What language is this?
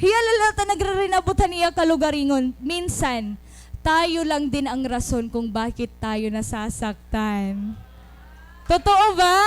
Waray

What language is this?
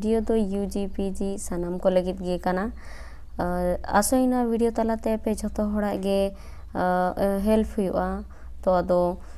Santali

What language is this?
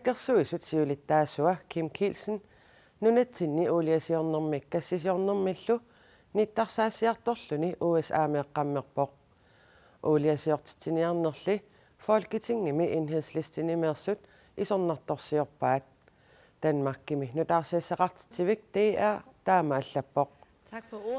Kalaallisut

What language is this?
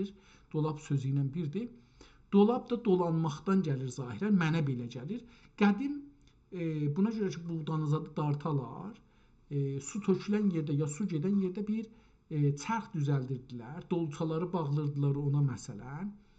South Azerbaijani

